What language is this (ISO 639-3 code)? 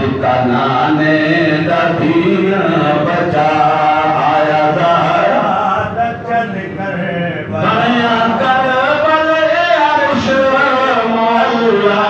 skr